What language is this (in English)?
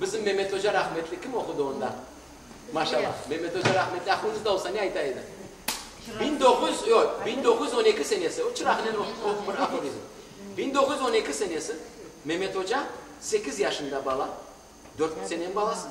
Crimean Tatar